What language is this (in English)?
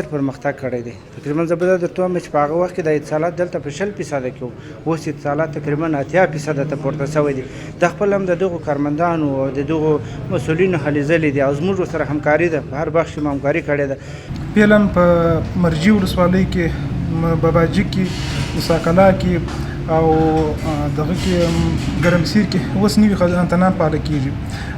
Pashto